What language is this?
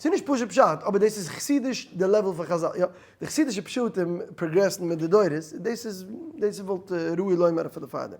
Yiddish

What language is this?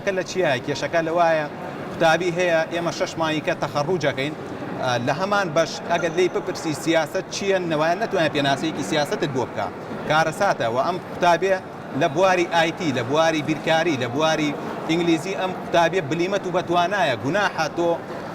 Central Kurdish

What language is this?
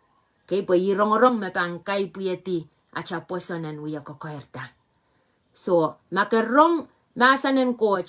Pohnpeian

